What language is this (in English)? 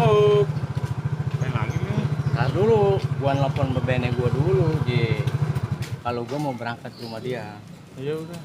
Betawi